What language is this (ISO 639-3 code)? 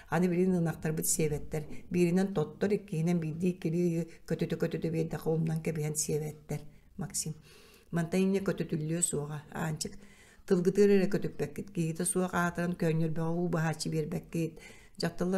sah